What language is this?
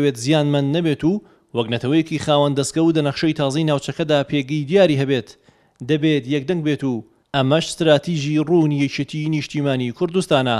Central Kurdish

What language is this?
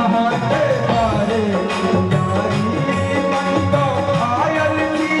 Maithili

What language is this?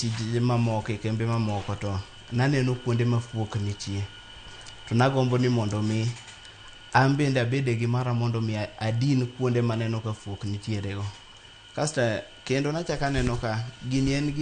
Luo (Kenya and Tanzania)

